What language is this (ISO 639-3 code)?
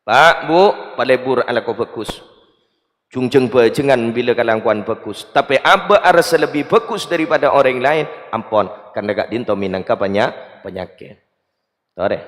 mad